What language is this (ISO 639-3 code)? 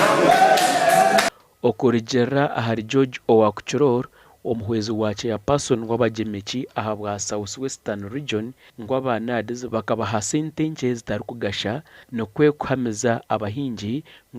nyn